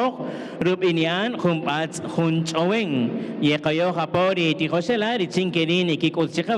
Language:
Kaqchikel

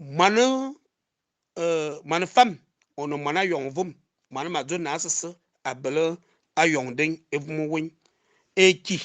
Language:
Fang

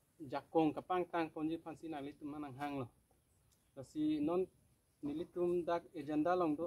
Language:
Karbi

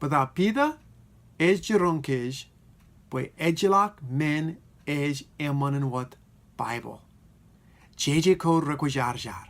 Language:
Marshallese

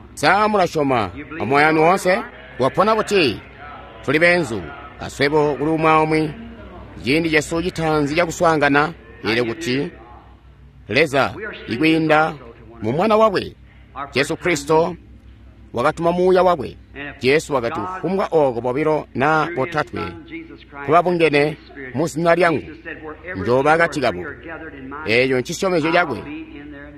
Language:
Tonga (Zambia)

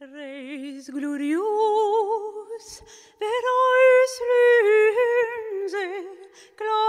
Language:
Occitan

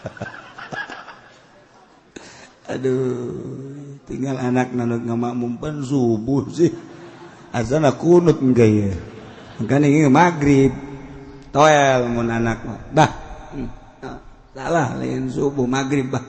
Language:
Sundanese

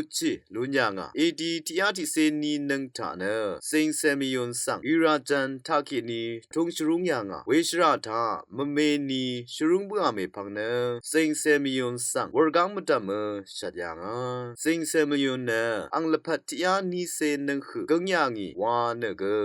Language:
Rawang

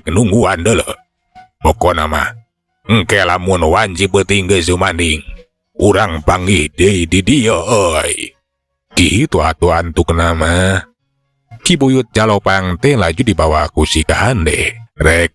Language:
Sundanese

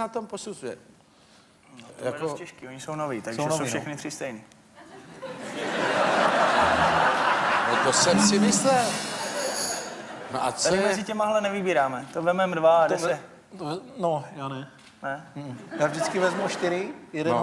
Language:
Czech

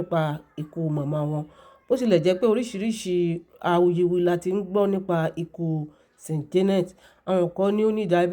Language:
Yoruba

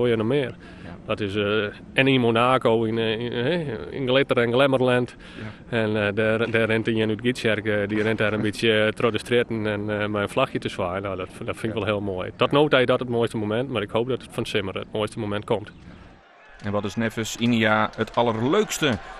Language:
Western Frisian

